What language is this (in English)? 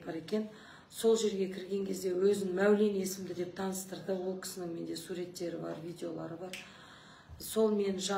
Kazakh